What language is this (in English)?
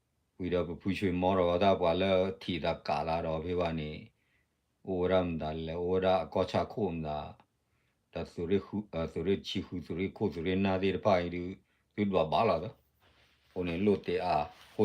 S'gaw Karen